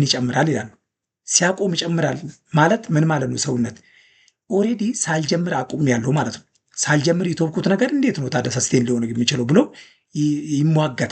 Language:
Amharic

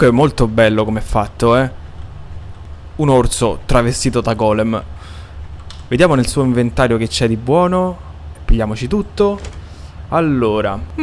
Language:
Italian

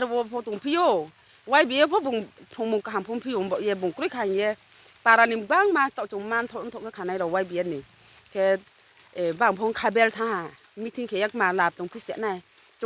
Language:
Riang (India)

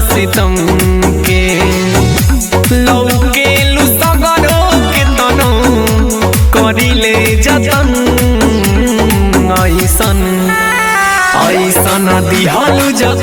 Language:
Bhojpuri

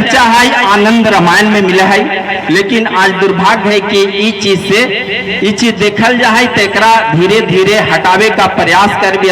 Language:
Magahi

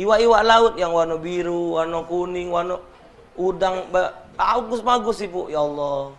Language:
Musi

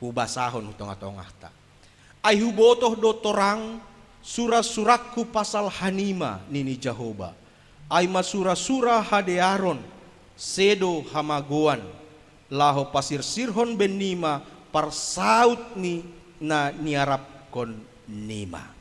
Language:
Batak Simalungun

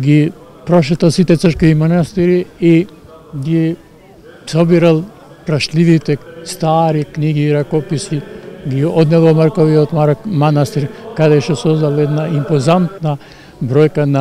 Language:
Macedonian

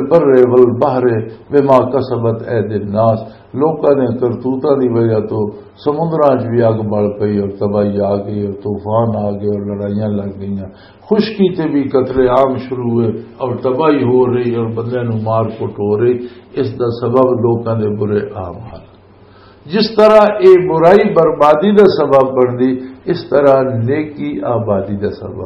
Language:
Western Panjabi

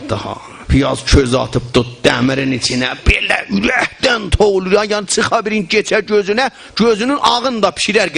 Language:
South Azerbaijani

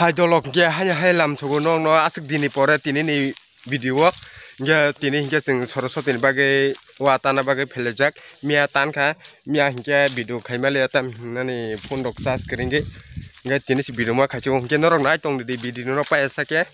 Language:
Kok Borok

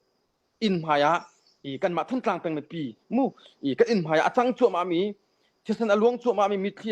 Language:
Hakha Chin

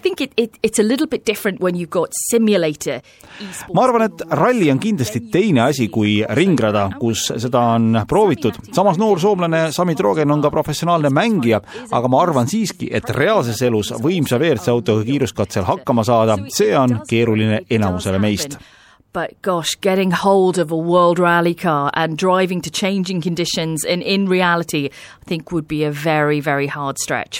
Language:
Estonian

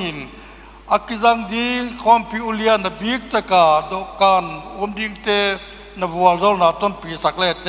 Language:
Paite Chin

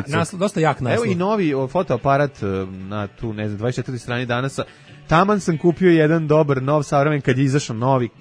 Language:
Serbian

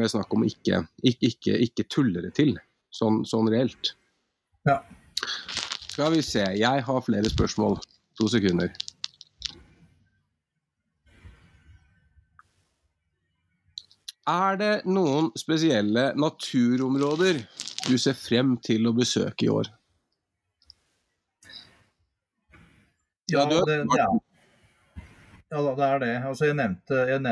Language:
Norwegian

